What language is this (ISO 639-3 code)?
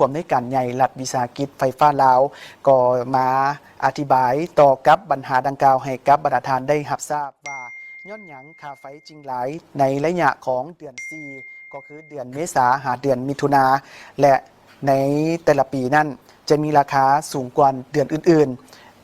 lao